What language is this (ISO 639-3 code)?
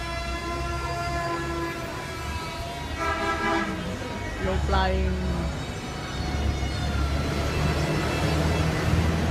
fil